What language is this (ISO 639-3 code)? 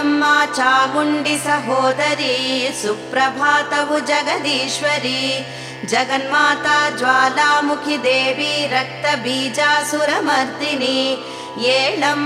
kan